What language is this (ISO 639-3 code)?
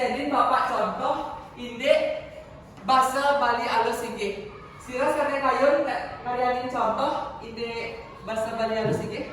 ban